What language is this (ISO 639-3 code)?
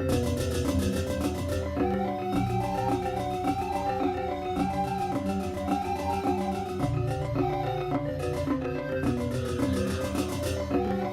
ban